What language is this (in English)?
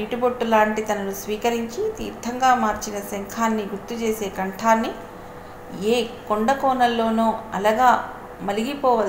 Telugu